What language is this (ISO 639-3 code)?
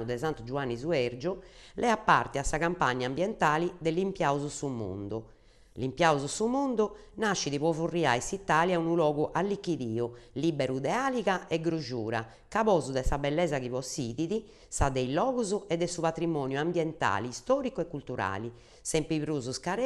srd